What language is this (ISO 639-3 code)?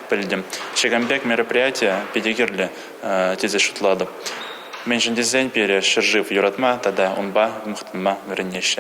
chv